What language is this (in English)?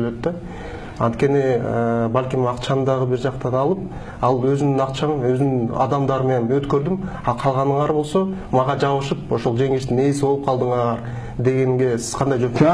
Kyrgyz